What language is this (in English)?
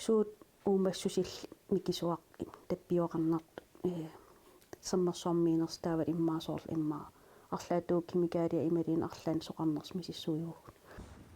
Kalaallisut